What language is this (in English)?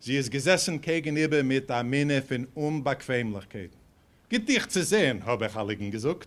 Yiddish